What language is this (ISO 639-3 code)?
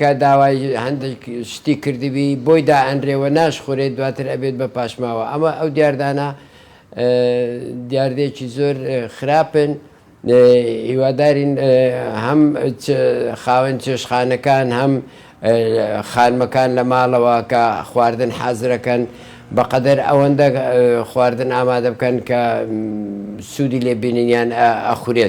ckb